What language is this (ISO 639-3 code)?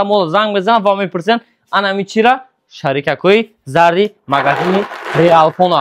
tgk